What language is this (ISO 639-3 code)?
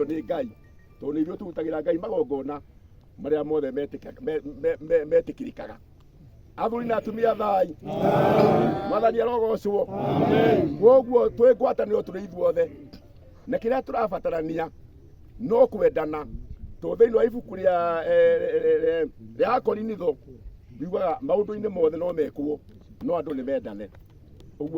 kik